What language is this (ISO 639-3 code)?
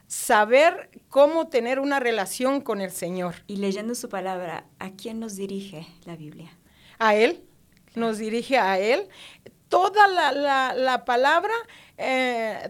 spa